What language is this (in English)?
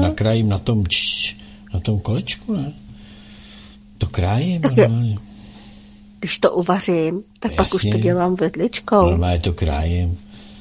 Czech